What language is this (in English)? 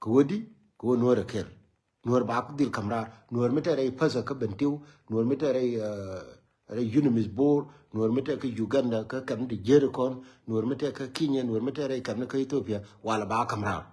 Nuer